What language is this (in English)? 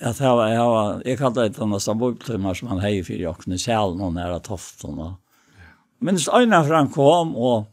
Faroese